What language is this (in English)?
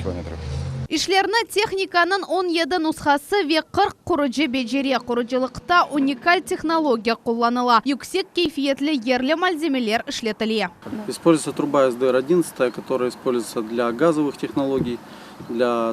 Crimean Tatar